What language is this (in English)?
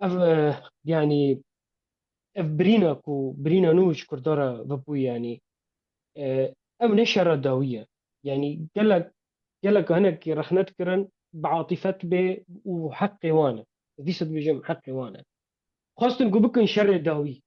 Kurdish